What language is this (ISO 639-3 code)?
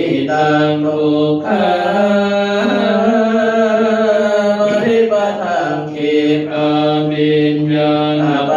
pli